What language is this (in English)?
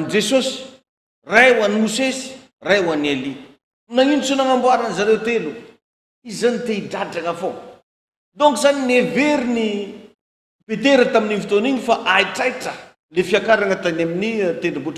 Malagasy